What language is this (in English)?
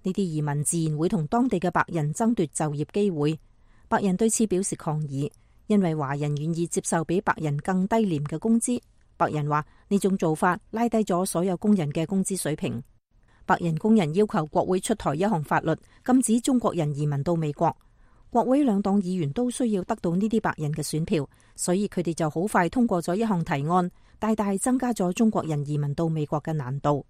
Cantonese